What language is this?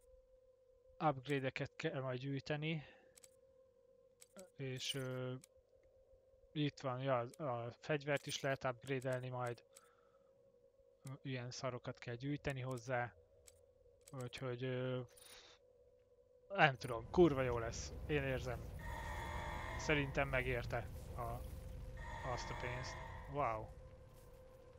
Hungarian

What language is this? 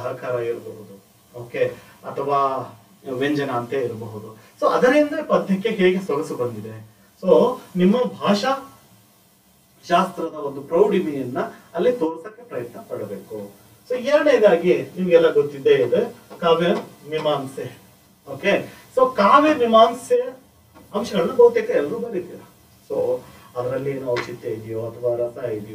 Kannada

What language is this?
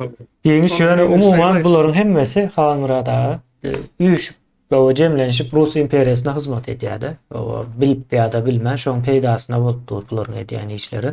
Turkmen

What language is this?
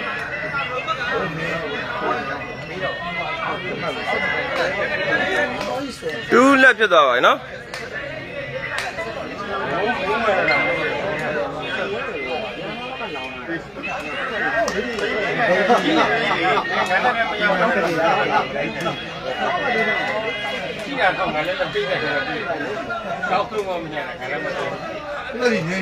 Burmese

